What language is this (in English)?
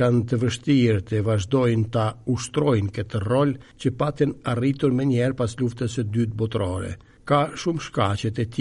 Albanian